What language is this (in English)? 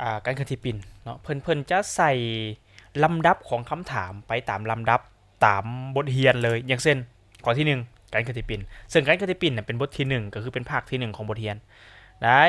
Lao